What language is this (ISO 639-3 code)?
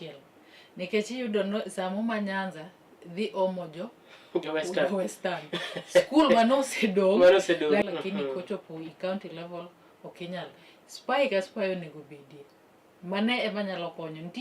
luo